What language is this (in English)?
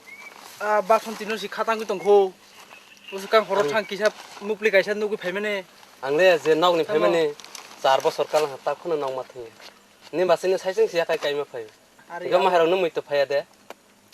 Riang (India)